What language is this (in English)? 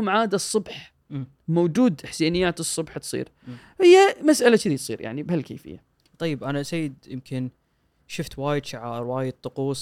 Gulf Arabic